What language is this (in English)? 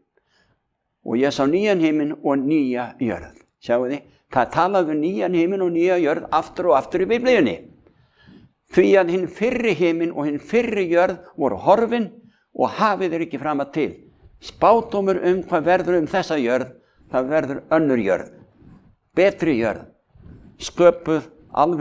Icelandic